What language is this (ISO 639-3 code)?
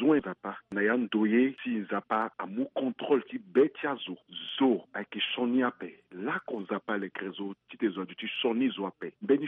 sag